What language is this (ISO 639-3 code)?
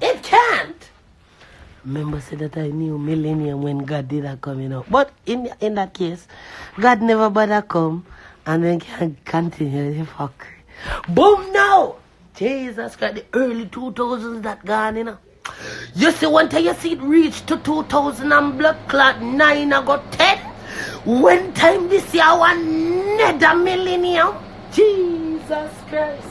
jam